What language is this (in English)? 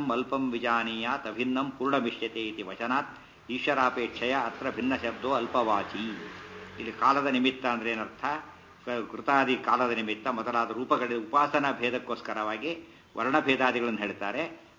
Kannada